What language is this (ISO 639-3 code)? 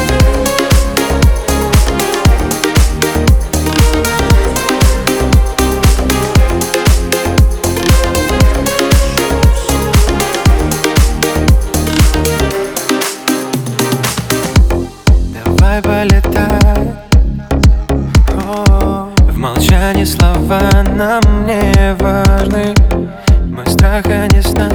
rus